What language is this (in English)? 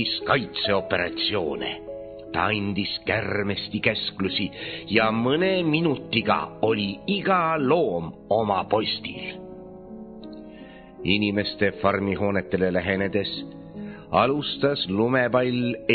Estonian